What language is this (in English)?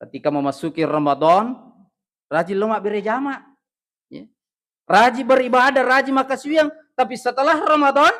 Buginese